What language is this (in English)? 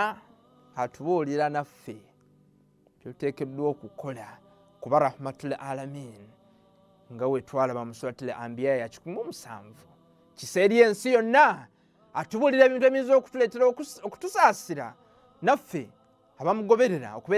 Ganda